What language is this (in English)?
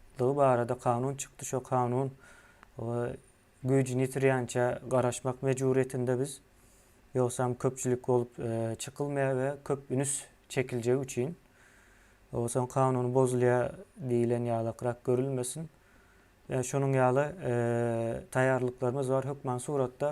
Turkmen